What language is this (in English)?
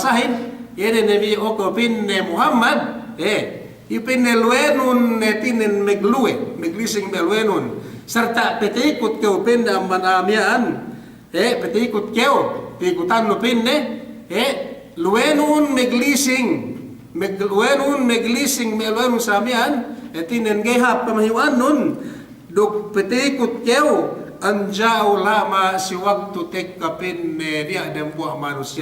Yakan